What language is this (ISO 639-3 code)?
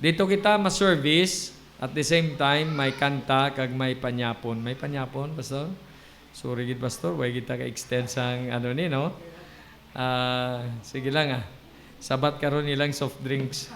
hil